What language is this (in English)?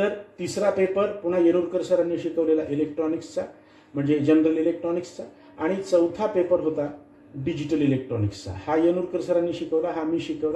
Marathi